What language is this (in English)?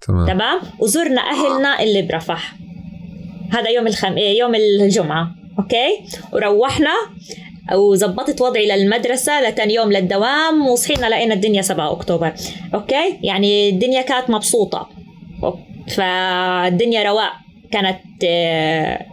North Levantine Arabic